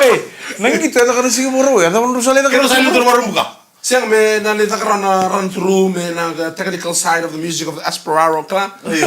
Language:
Fijian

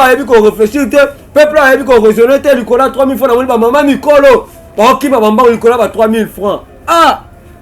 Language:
Lingala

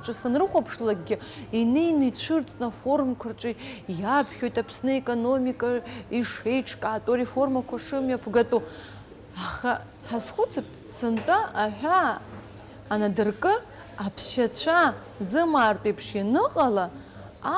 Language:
Abkhazian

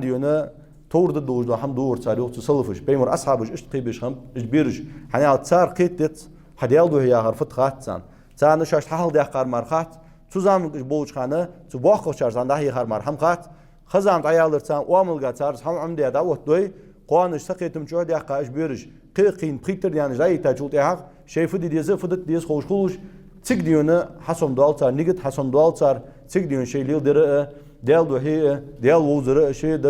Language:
Ingush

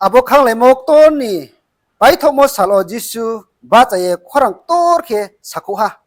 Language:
Riang (India)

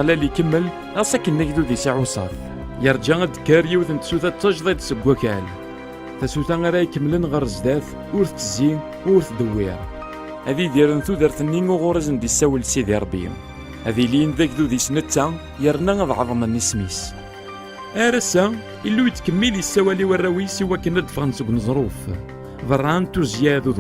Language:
Kabyle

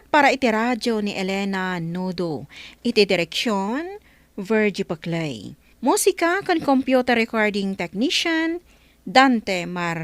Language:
Iloko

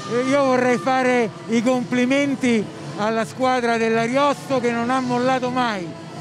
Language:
Italian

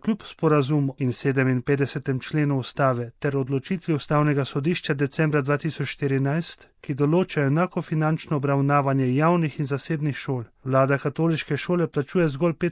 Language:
Slovenian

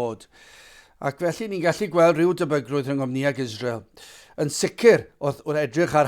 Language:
Welsh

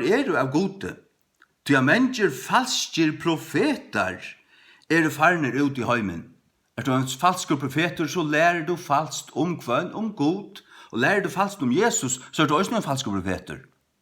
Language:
Faroese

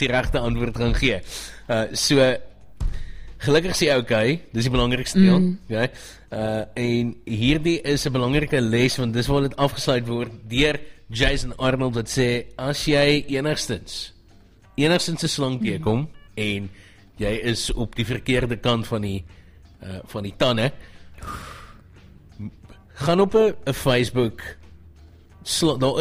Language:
Afrikaans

